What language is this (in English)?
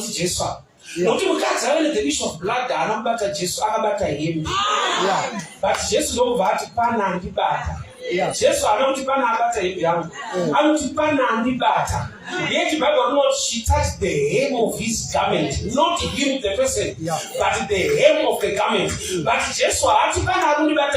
Shona